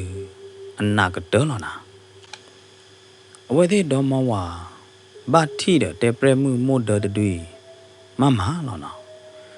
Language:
S'gaw Karen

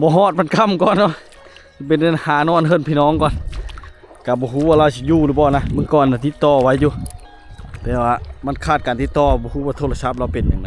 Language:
Lao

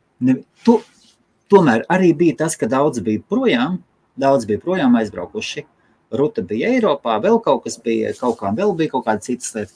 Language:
Latvian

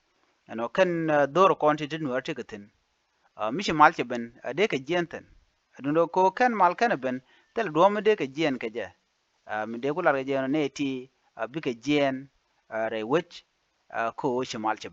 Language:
Nuer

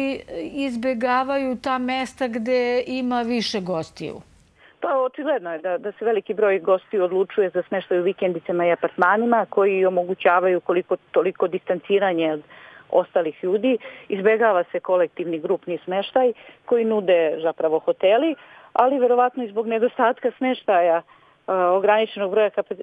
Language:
Serbian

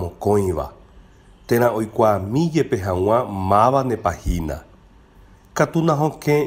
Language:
Guarani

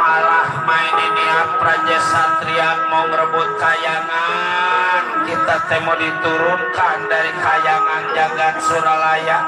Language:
Betawi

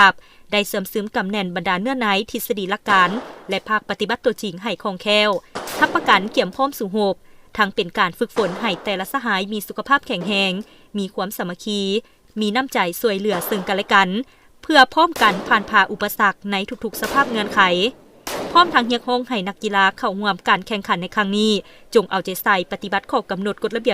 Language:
Lao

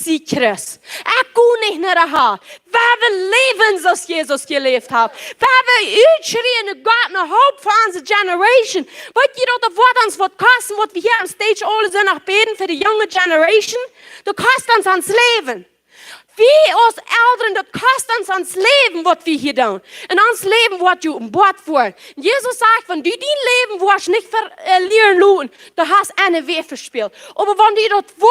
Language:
Plautdietsch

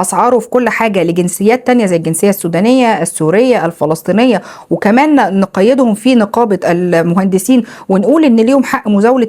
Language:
Egyptian Arabic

